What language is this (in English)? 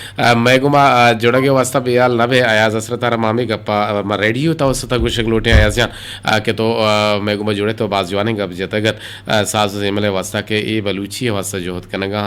Eastern Balochi